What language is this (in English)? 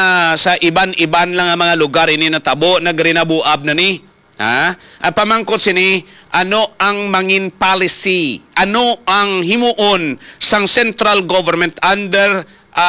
Hiligaynon